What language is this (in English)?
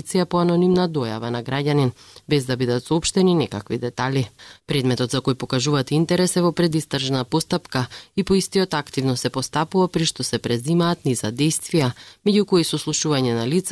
Macedonian